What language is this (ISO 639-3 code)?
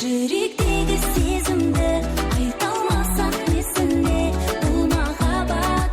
kaa